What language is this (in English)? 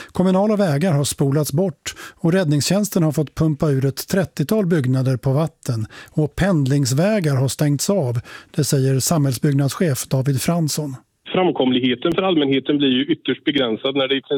Swedish